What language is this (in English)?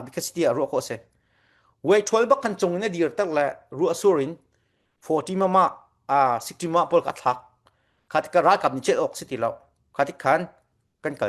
Falam Chin